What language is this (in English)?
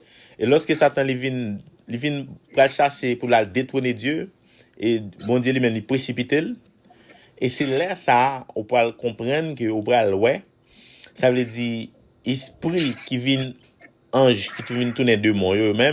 Haitian Creole